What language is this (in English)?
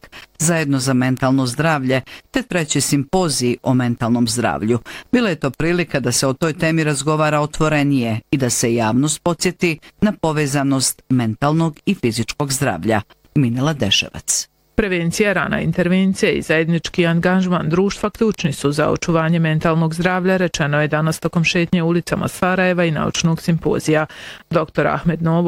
Bosnian